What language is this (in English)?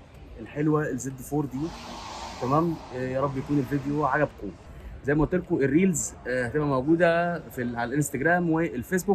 Egyptian Arabic